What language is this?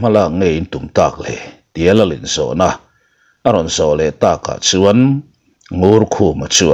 Mizo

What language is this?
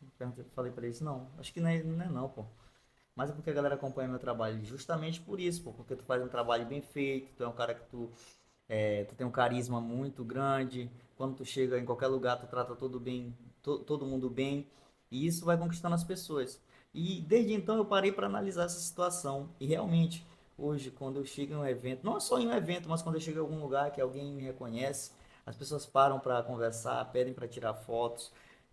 Portuguese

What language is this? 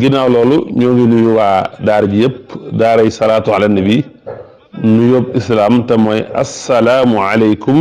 Wolof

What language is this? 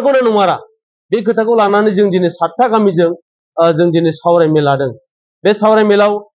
Bodo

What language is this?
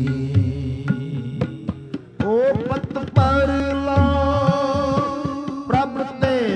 Punjabi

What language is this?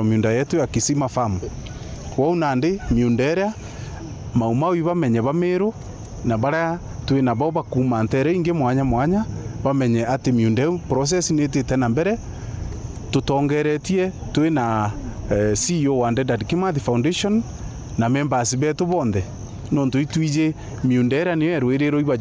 Meru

